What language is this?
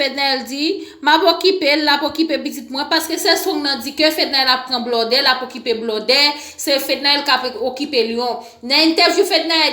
Haitian Creole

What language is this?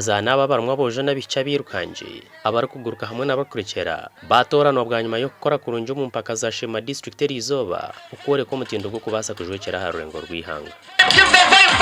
Nyankole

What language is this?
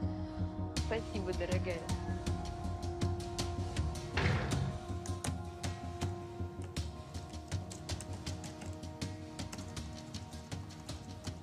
Russian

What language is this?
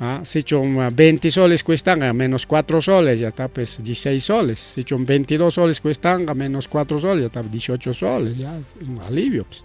Ayacucho Quechua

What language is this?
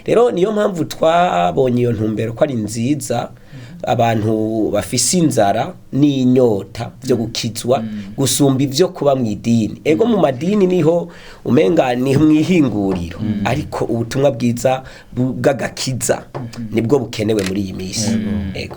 Rundi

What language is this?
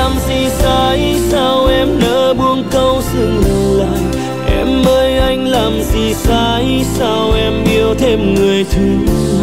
Vietnamese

